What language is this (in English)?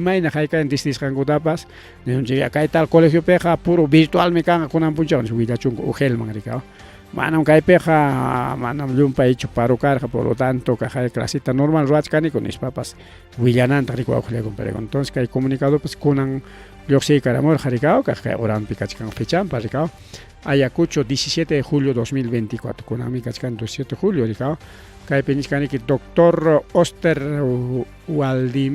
Ayacucho Quechua